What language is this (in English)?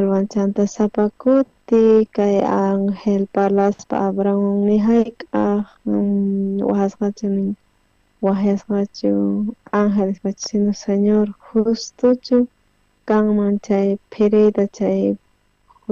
South Bolivian Quechua